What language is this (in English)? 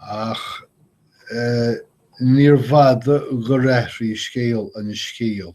Irish